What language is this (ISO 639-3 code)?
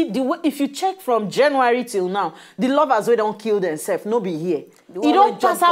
pcm